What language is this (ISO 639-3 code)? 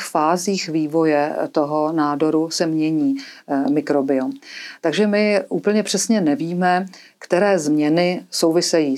ces